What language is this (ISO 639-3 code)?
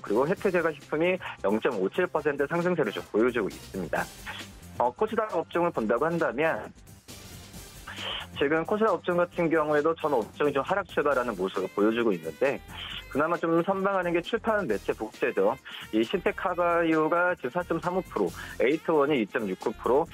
kor